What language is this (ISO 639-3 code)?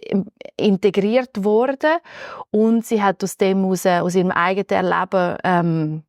gsw